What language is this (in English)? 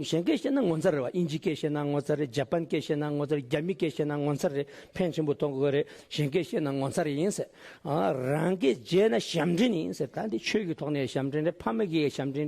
Tibetan